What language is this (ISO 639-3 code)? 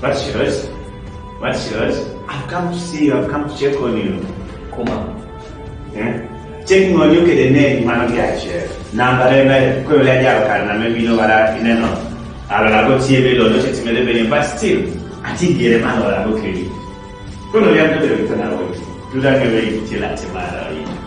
kdi